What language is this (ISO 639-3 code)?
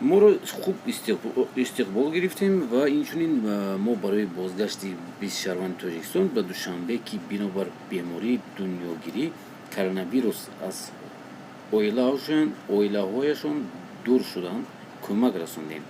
tgk